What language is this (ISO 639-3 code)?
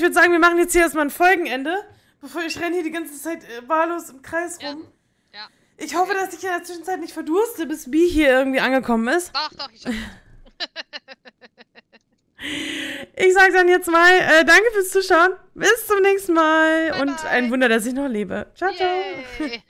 deu